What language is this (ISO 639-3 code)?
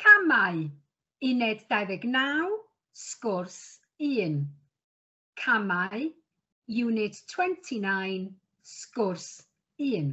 cym